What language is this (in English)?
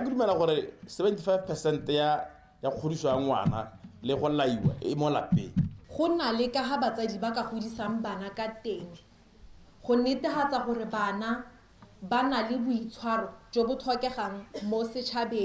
Tswana